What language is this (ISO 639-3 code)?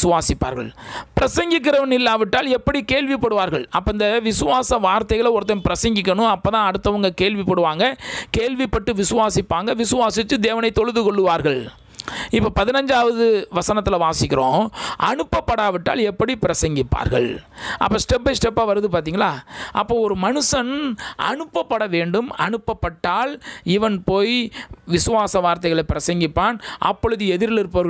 tam